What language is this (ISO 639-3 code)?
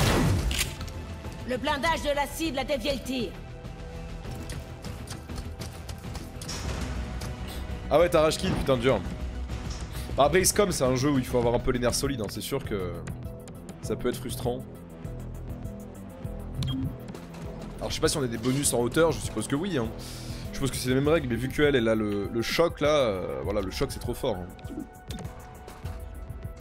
fra